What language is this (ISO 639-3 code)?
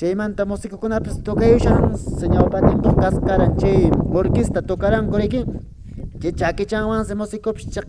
que